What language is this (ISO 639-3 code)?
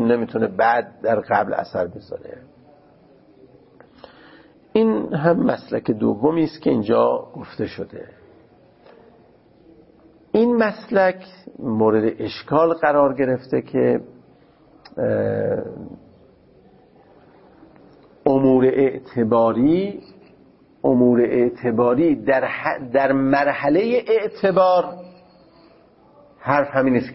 fas